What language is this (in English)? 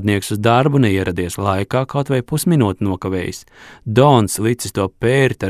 Latvian